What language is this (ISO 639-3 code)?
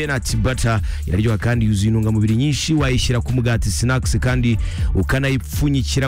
kin